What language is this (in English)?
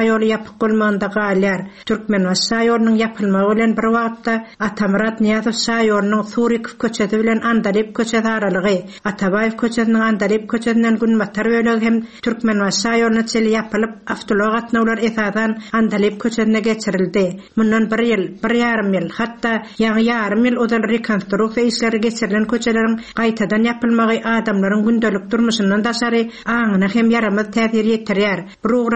Turkmen